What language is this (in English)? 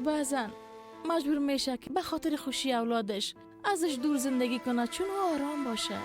Persian